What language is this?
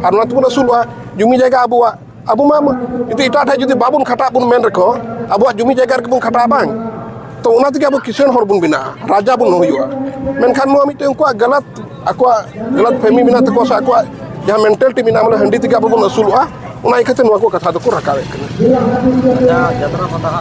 Santali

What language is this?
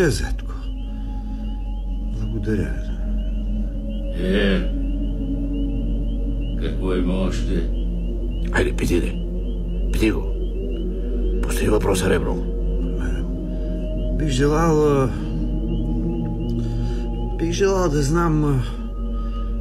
Bulgarian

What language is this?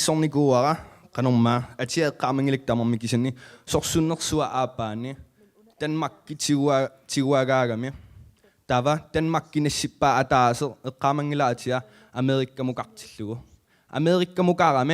Kalaallisut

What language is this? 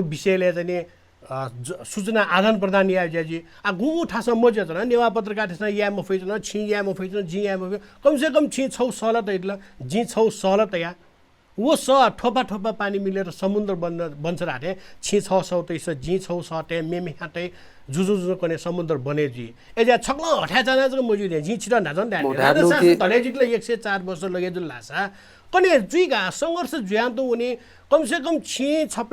Newari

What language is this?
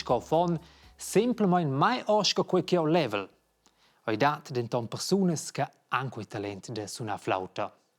Romansh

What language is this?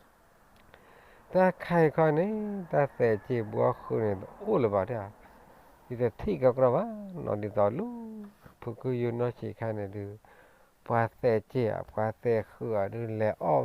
S'gaw Karen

